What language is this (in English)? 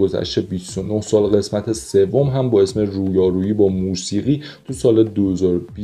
Persian